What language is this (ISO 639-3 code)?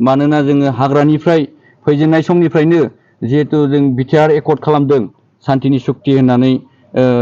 brx